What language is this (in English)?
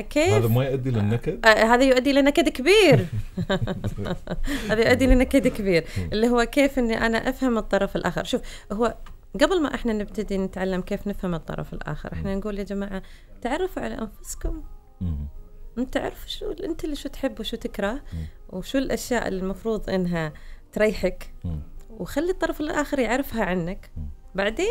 Gulf Arabic